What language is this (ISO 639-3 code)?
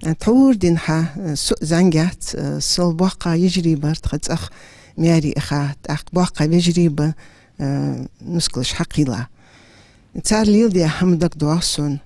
inh